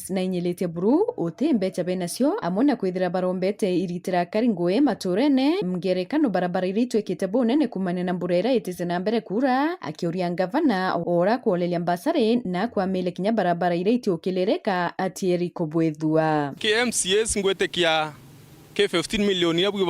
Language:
Meru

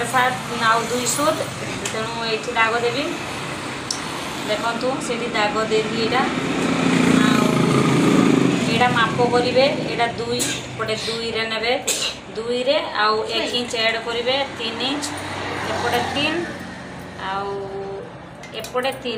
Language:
Odia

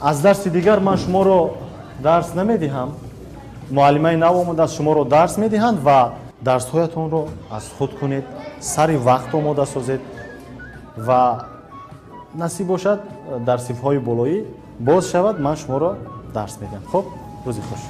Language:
Tajik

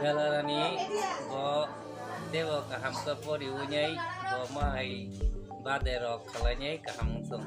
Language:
Kok Borok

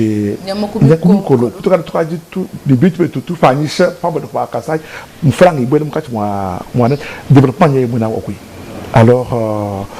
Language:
Luba-Lulua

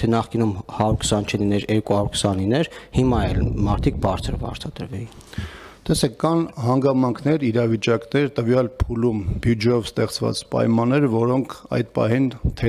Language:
Armenian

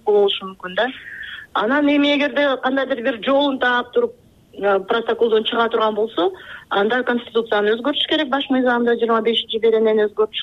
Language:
Kyrgyz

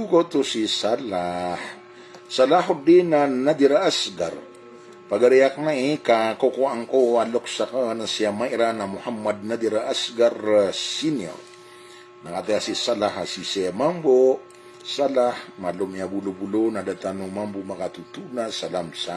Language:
Maranao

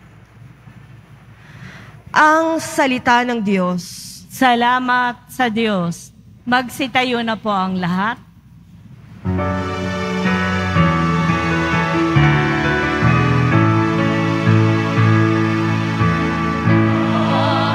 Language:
Filipino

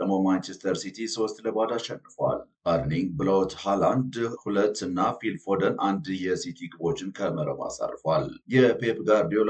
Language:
Amharic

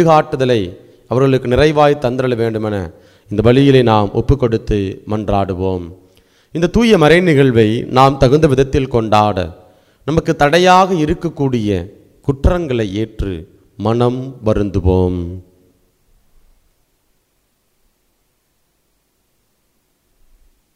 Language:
Tamil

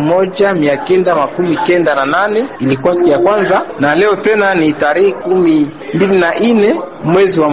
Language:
Swahili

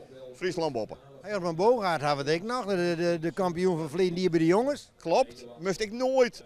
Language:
Western Frisian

